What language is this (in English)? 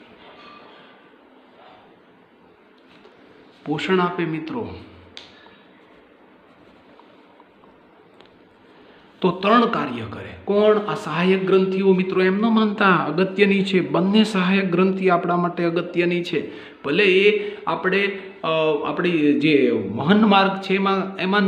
Gujarati